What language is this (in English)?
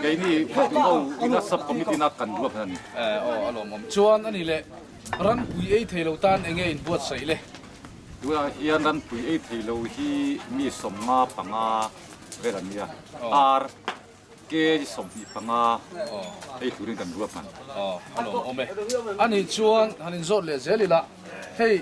Mizo